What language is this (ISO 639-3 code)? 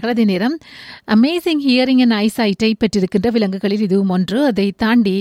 tam